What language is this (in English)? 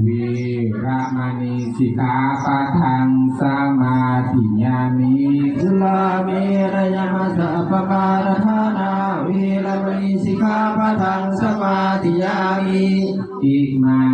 Pali